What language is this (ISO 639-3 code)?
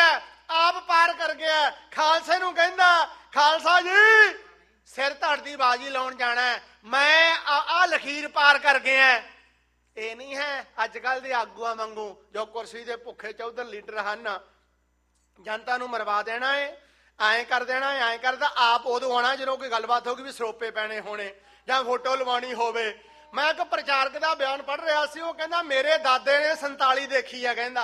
pan